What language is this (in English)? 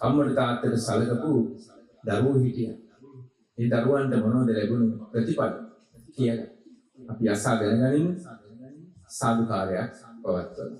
Sinhala